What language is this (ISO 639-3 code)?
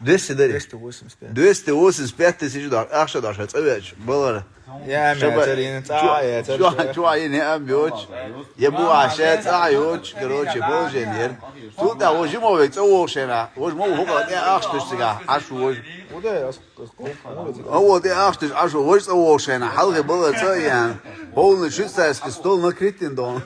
che